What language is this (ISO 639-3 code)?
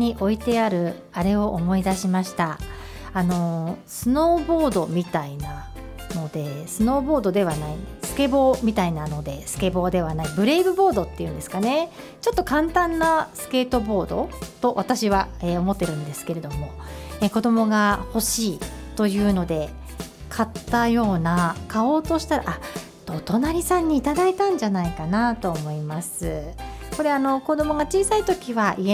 jpn